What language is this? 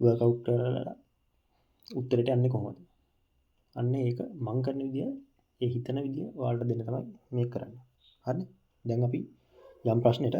Sinhala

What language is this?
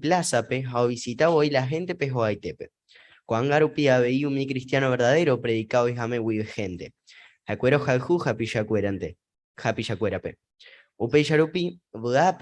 Guarani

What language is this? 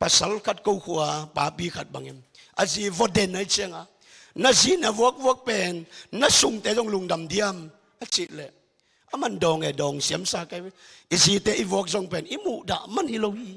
Tedim Chin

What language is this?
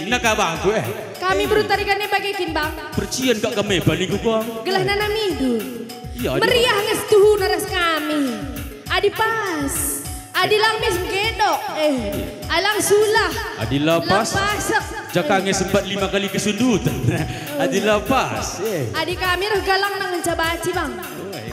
Batak Karo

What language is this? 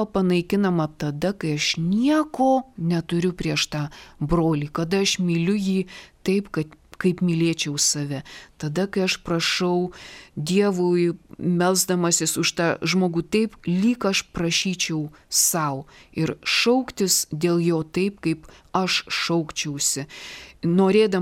Lithuanian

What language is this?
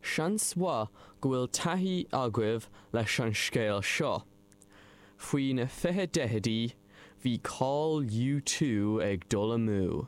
Irish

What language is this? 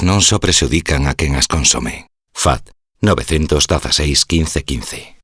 Galician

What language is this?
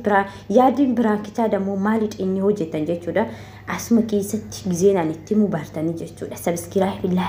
Oromo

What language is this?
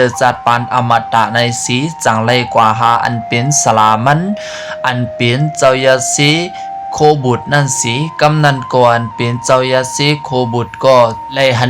Shan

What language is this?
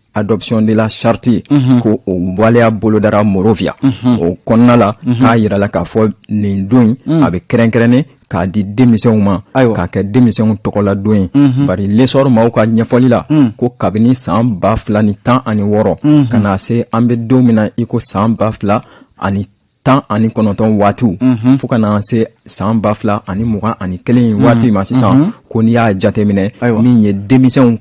Bambara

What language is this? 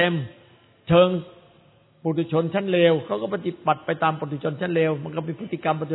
Thai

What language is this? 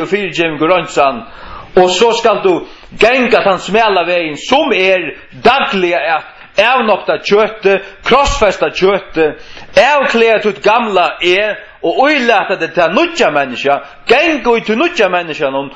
Faroese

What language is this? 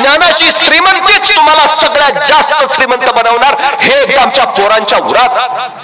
Marathi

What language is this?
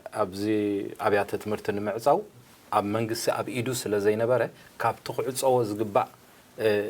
Tigrinya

